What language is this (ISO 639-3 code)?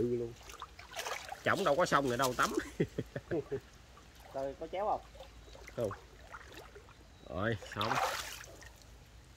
vie